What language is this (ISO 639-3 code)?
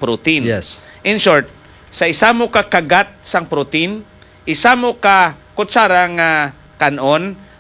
hil